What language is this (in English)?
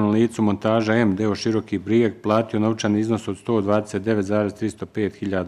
Bosnian